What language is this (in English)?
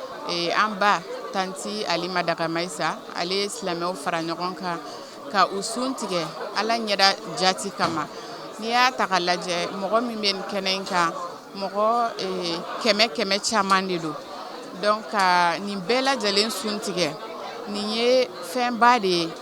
Bambara